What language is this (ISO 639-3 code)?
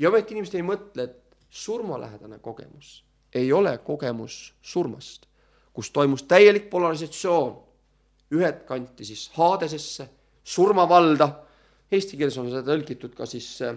est